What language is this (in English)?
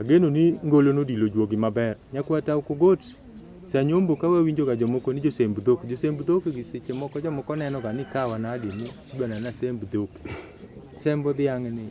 Luo (Kenya and Tanzania)